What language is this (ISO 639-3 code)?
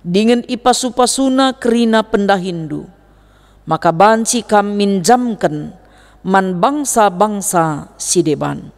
btx